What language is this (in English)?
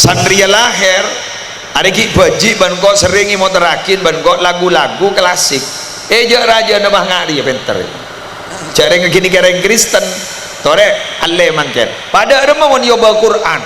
Madurese